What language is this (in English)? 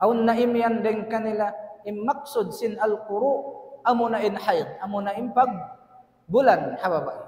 Tausug